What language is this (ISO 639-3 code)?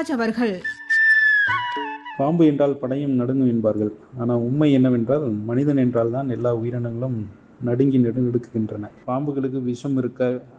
tam